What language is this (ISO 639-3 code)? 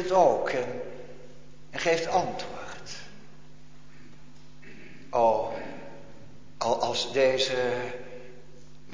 nld